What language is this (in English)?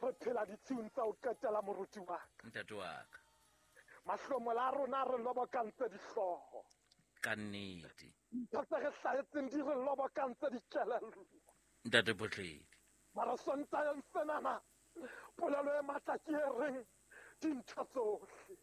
Southern Sotho